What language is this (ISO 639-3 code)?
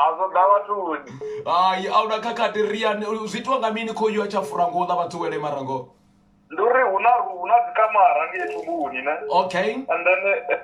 ven